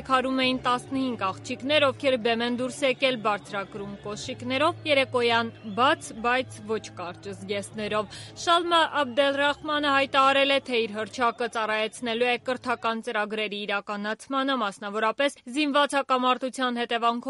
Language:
Armenian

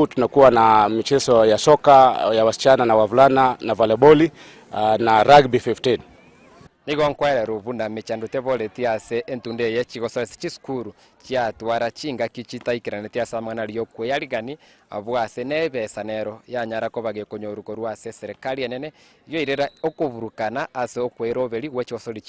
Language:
Gusii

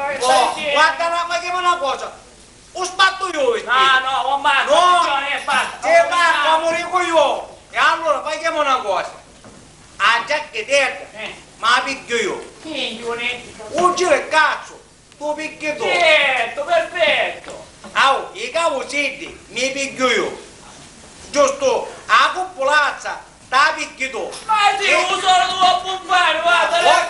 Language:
Sicilian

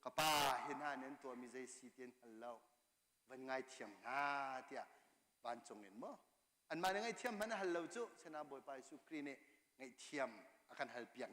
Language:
Hakha Chin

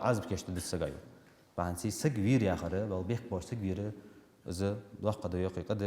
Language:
Ingush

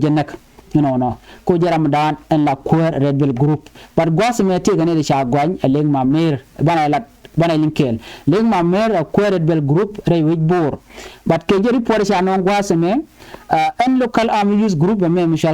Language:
Nuer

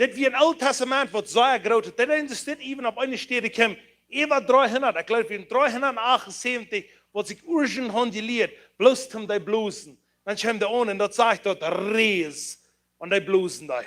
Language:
Plautdietsch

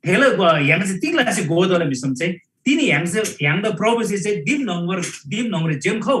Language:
Eastern Tamang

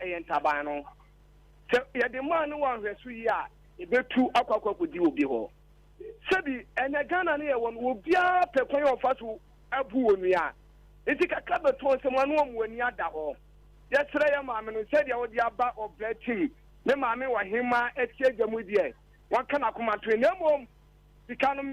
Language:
Akan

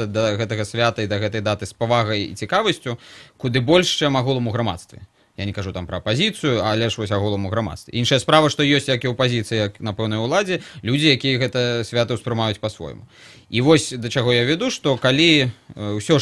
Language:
Belarusian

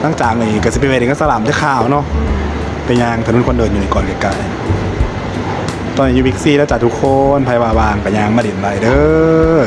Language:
Northeastern Thai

